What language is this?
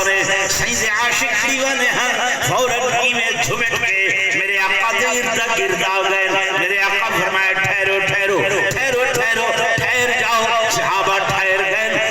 Saraiki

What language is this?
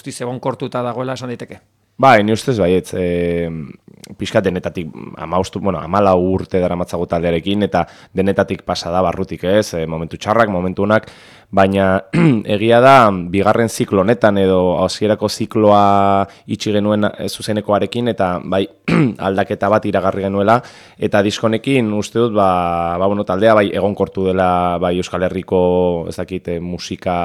Basque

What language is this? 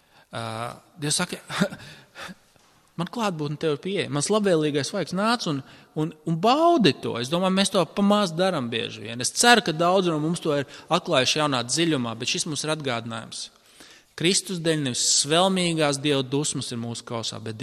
Latvian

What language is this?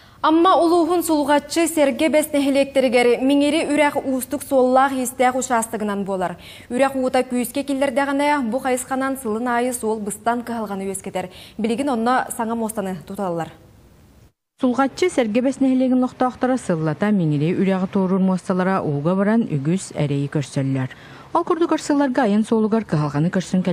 Yakut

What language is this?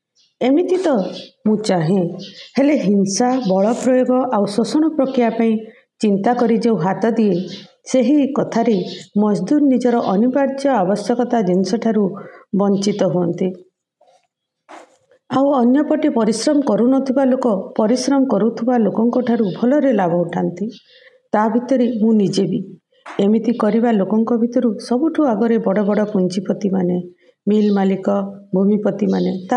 Odia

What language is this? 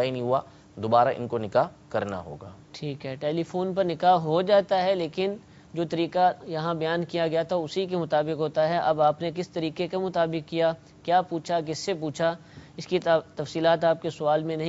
Urdu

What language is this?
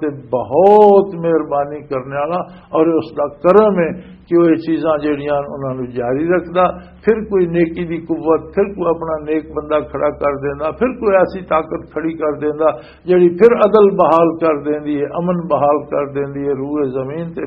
Western Panjabi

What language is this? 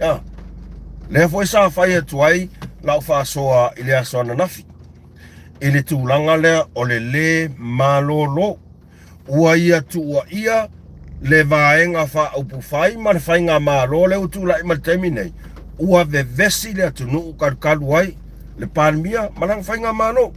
Samoan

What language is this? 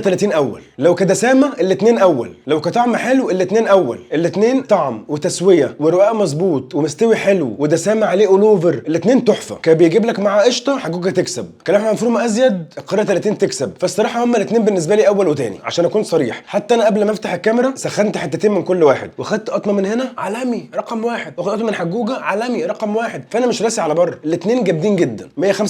Egyptian Arabic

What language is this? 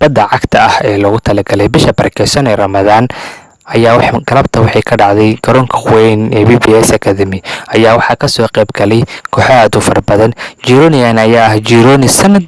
Somali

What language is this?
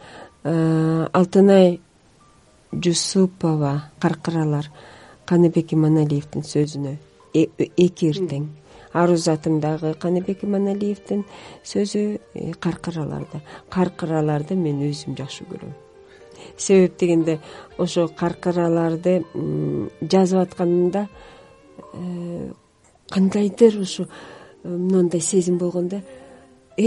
Kyrgyz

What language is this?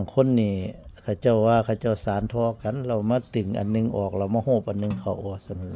Northeastern Thai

